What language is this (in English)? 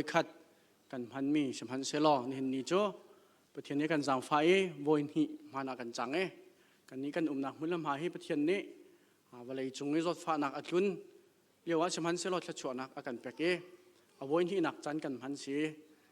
Hakha Chin